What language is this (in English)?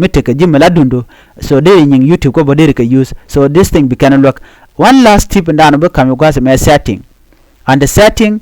Nuer